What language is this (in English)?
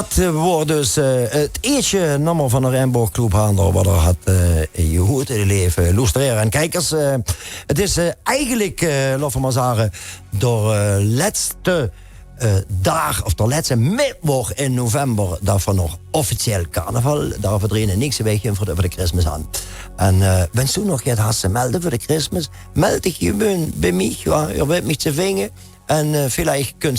Limburgish